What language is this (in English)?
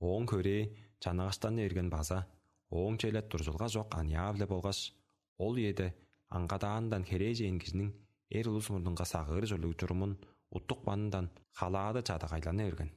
Tuvinian